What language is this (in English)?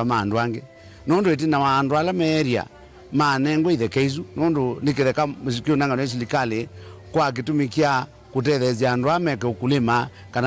Kamba